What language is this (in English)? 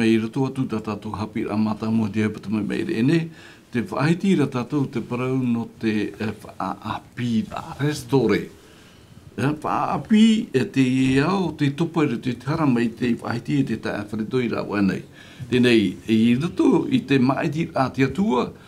Tahitian